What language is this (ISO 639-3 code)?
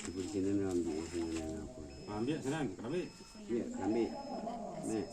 min